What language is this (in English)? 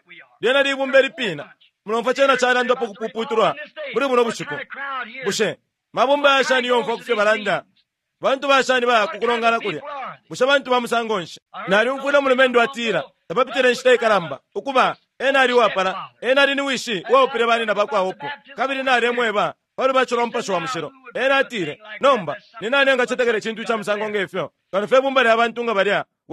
Bemba